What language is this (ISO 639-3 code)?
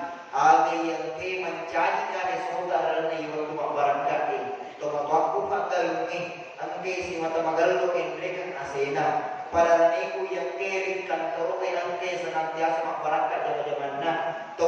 bug